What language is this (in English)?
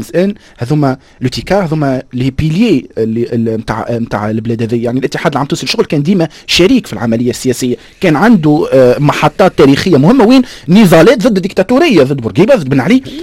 Tunisian Arabic